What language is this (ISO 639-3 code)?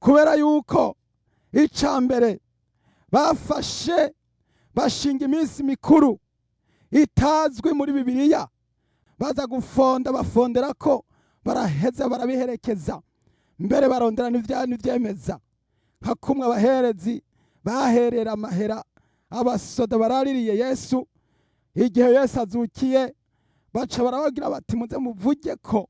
run